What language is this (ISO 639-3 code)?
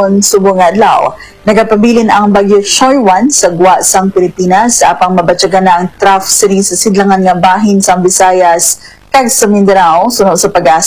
hil